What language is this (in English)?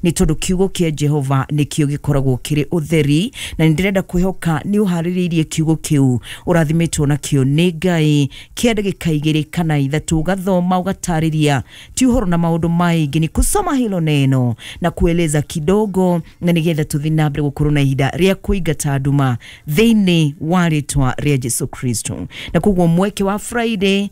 Kikuyu